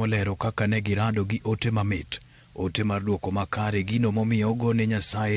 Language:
Luo (Kenya and Tanzania)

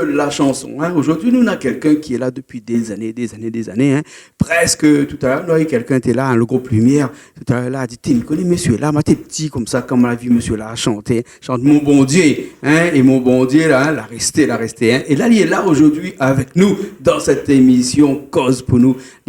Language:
Réunion Creole French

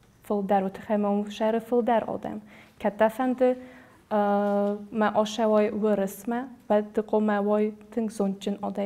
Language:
Ossetic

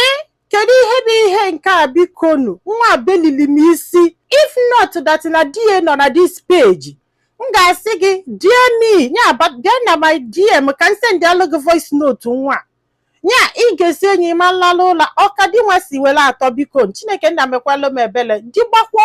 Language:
Igbo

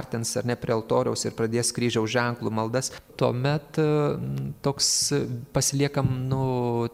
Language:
Lithuanian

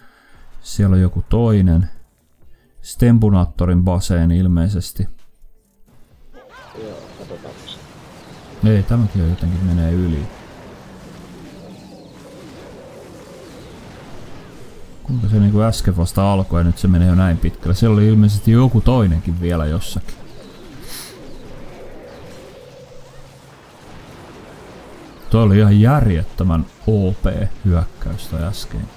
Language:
Finnish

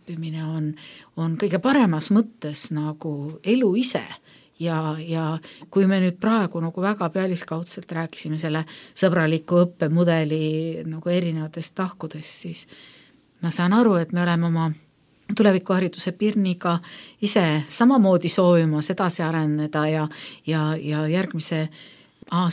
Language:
Estonian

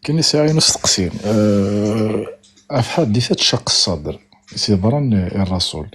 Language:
Kabyle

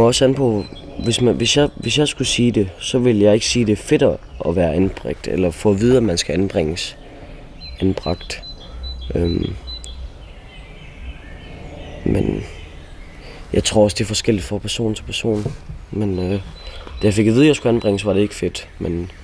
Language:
Danish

